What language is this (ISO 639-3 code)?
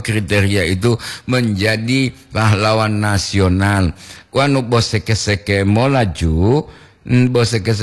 gor